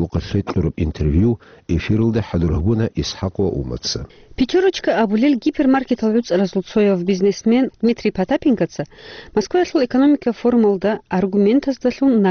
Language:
Avaric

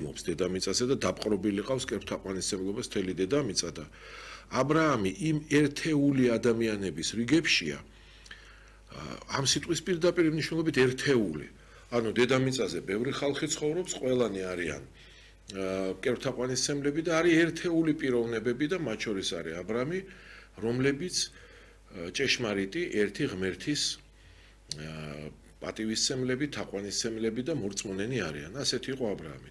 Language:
Georgian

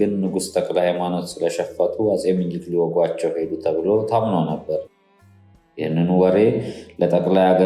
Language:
Amharic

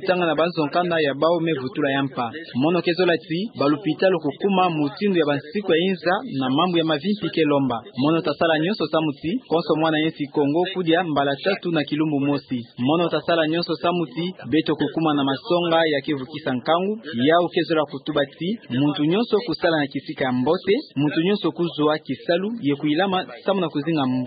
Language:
Kituba (Democratic Republic of Congo)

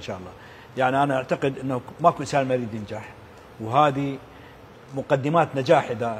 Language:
Mesopotamian Arabic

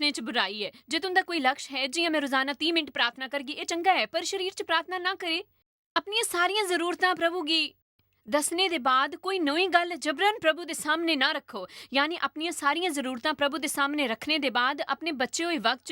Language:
Dogri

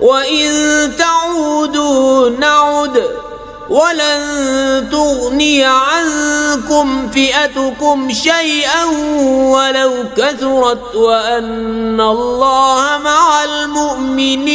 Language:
Kashmiri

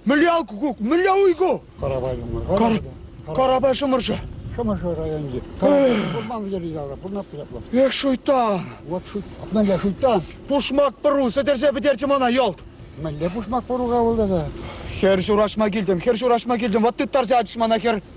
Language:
Chuvash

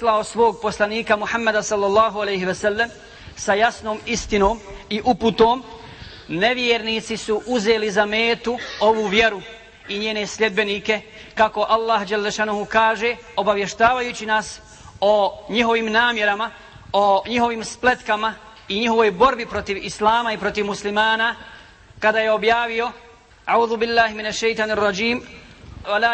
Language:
Bosnian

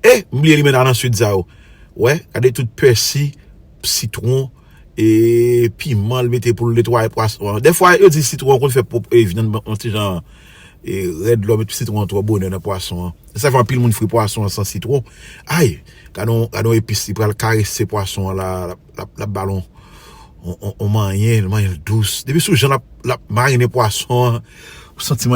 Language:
Haitian Creole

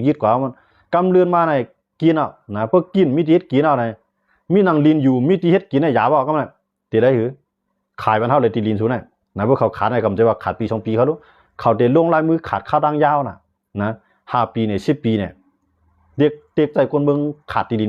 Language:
Shan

